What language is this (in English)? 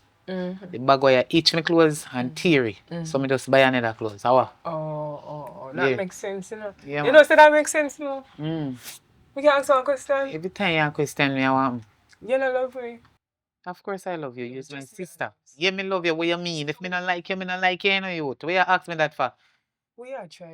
Jamaican Creole English